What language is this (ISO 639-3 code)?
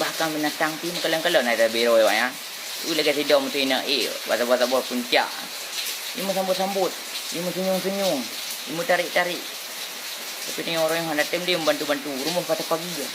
ace